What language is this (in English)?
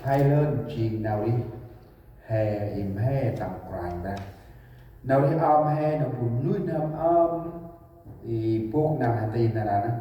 Central Mnong